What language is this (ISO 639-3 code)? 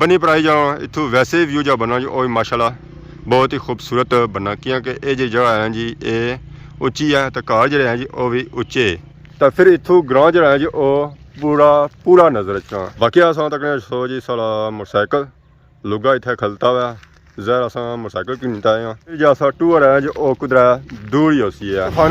phr